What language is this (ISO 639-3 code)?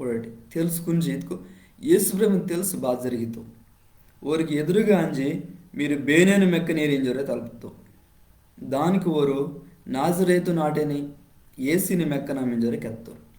kff